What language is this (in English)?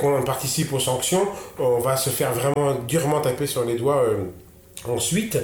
French